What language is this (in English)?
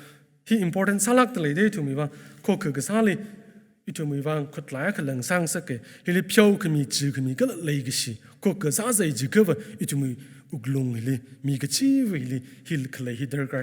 Tangkhul Naga (India)